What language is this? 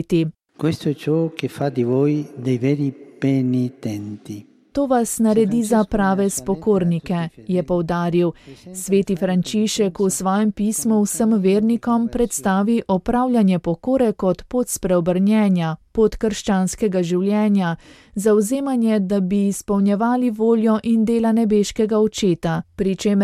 Slovenian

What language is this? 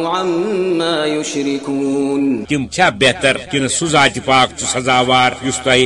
Kashmiri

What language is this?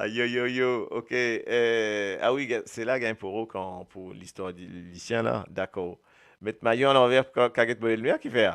Morisyen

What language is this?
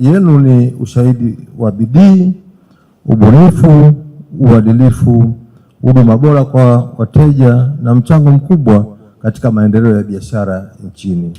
Swahili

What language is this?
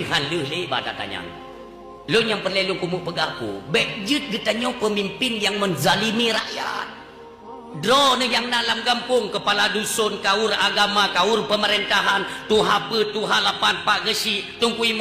Achinese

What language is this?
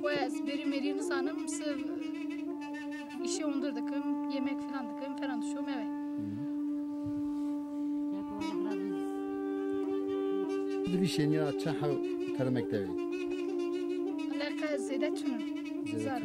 Kurdish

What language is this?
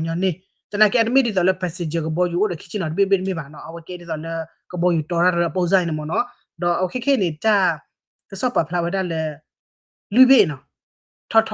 S'gaw Karen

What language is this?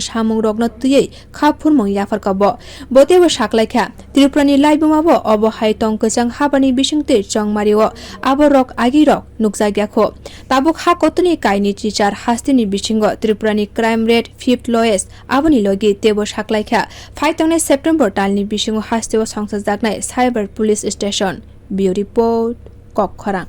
Kok Borok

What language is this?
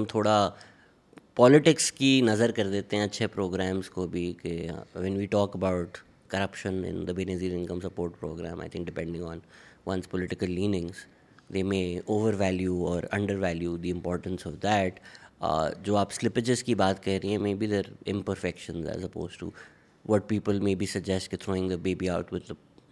Urdu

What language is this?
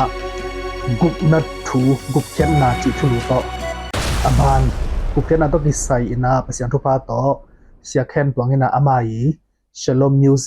Tedim Chin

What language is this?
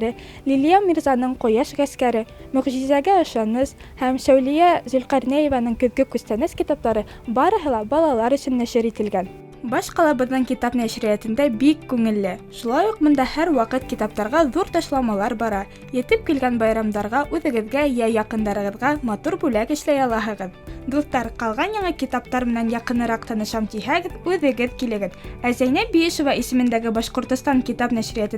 Bashkir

